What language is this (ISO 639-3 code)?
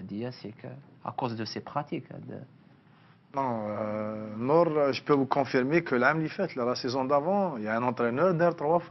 fra